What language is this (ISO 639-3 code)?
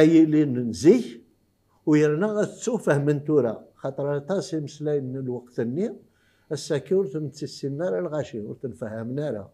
kab